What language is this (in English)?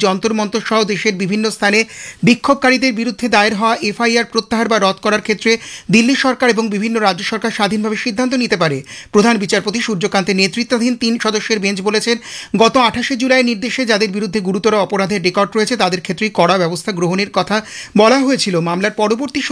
Bangla